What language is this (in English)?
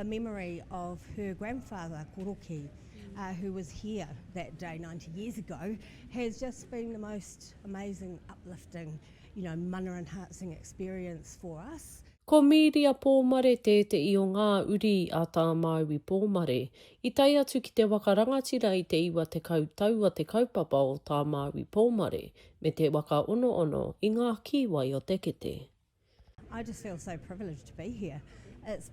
Māori